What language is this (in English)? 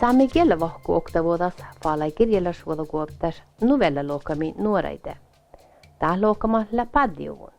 Northern Sami